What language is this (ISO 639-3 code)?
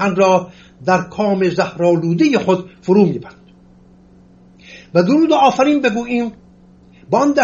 fas